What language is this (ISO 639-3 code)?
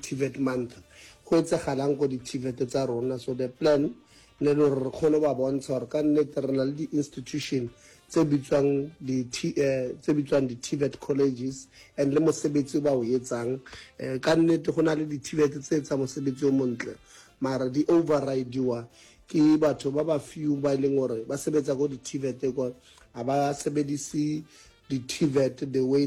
nso